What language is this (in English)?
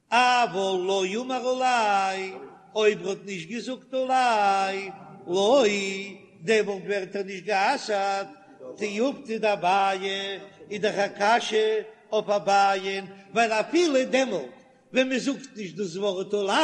Yiddish